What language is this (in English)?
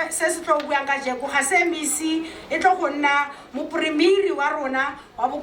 Tswana